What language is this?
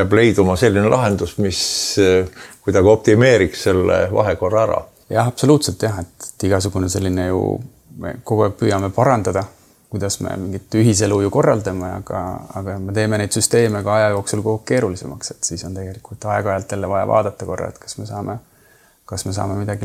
Estonian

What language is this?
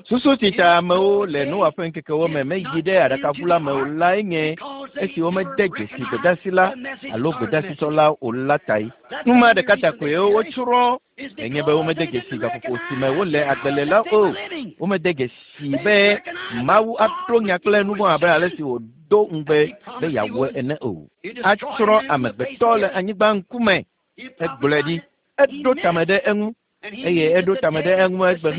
Ewe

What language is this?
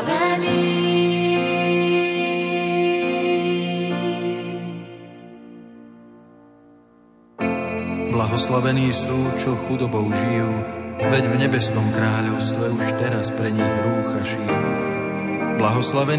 Slovak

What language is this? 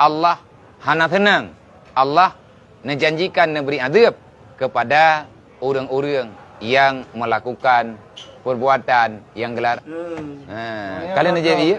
Achinese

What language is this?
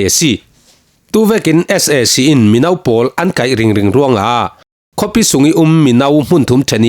Falam Chin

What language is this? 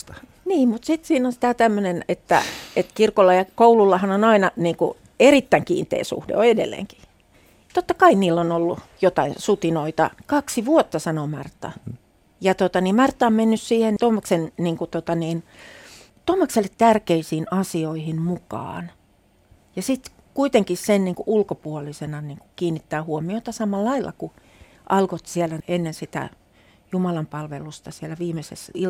Finnish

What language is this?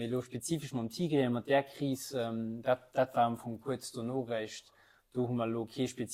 Luxembourgish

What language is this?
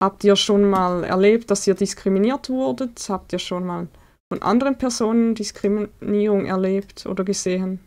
Swiss German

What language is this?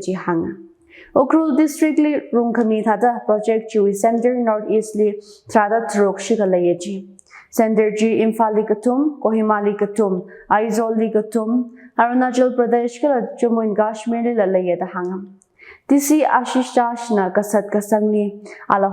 Tangkhul Naga (India)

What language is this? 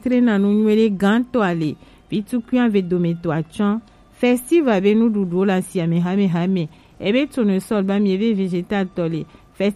Gen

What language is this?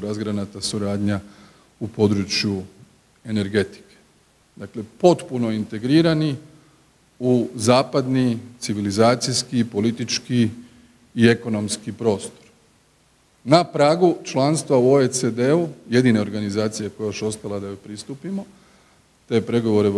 Croatian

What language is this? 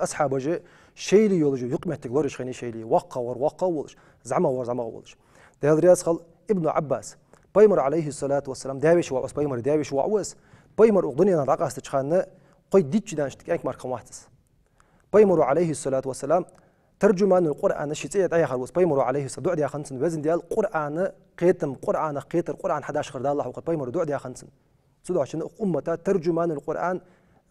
Ingush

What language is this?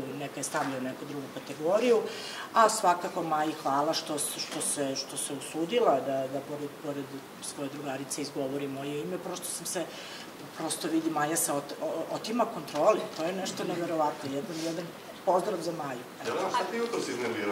Serbian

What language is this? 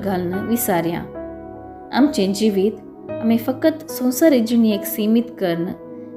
Konkani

